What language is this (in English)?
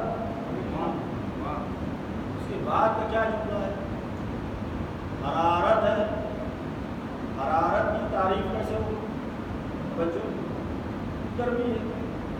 Urdu